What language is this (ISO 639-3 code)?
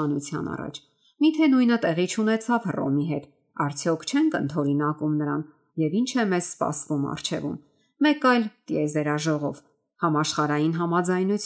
hye